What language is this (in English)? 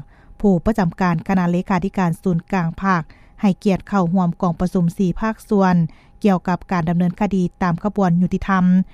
Lao